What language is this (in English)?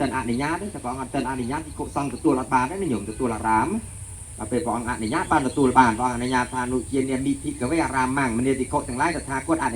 Khmer